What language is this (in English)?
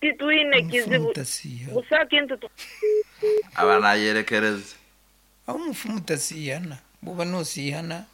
Nyankole